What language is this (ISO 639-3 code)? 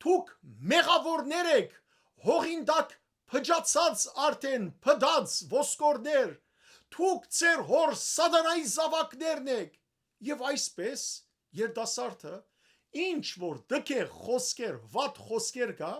hyw